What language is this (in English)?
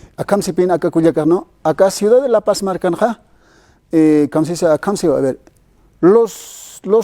Aymara